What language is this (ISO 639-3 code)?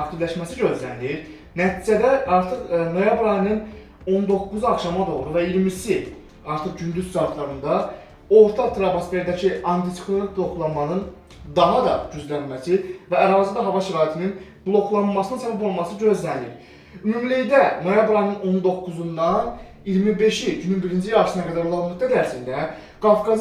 aze